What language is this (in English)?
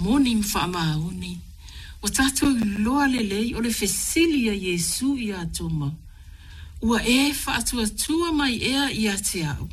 Samoan